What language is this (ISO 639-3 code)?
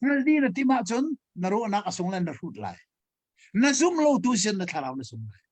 cnh